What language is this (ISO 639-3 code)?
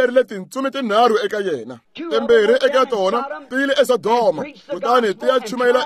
tso